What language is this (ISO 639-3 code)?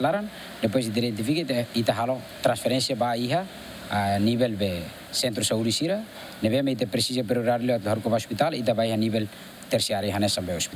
tet